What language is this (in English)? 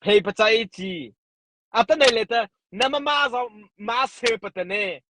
Mara Chin